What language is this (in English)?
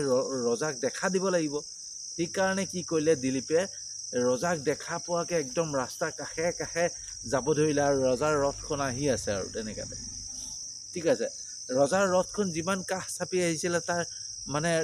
Assamese